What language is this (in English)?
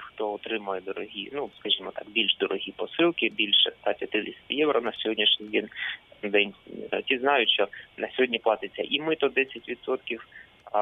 Ukrainian